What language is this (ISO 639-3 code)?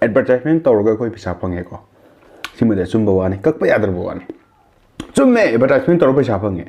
mni